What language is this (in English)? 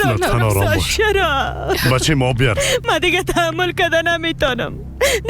Persian